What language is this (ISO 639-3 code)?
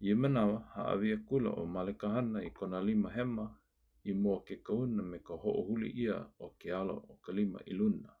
haw